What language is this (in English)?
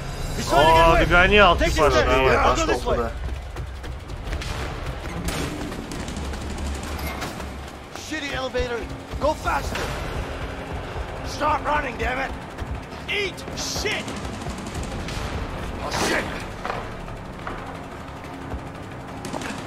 Russian